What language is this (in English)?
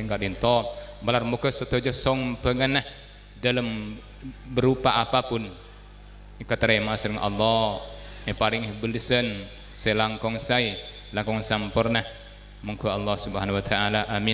Madurese